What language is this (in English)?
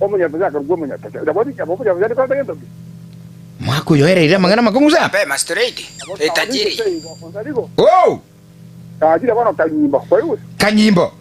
Gusii